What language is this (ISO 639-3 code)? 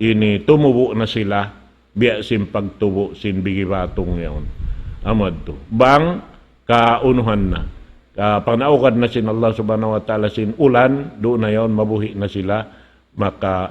tsg